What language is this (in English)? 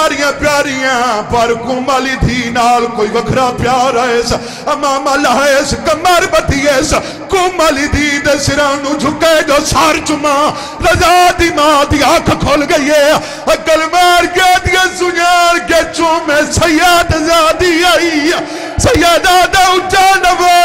Saraiki